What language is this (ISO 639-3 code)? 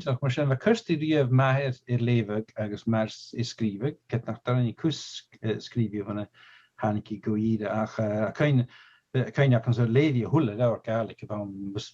gla